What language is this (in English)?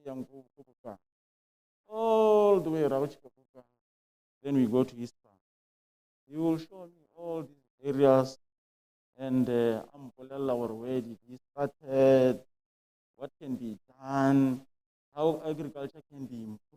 Tswana